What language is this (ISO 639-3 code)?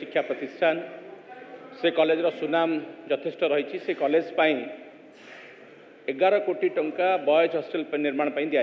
ori